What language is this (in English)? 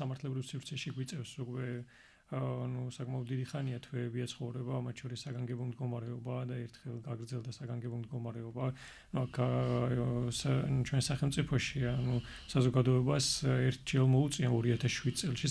Georgian